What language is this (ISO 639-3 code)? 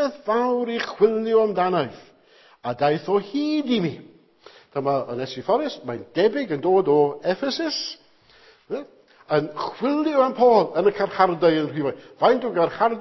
cym